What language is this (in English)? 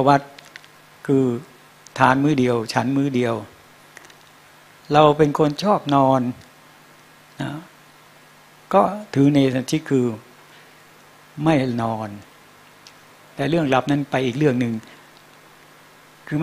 Thai